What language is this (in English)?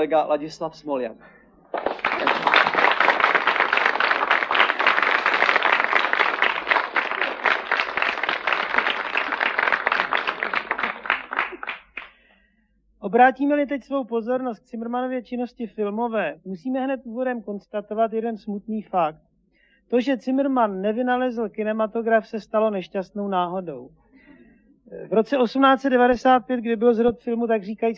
Czech